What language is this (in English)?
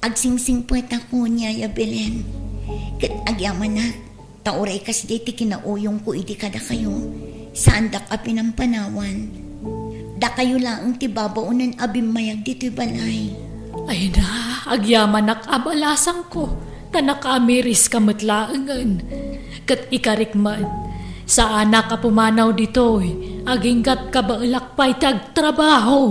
Iloko